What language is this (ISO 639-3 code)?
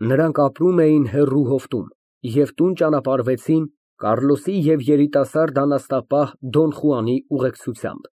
hye